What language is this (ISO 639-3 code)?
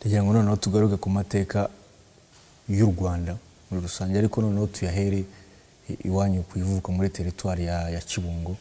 kin